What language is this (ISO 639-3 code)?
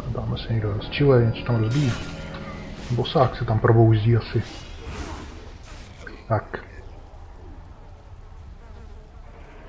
ces